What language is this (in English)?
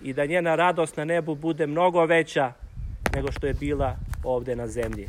Serbian